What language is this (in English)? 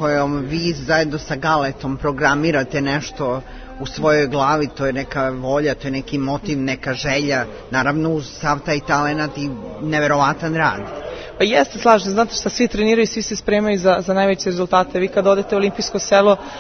Serbian